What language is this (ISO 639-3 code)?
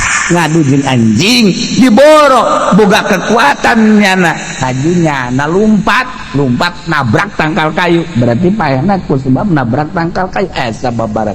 sun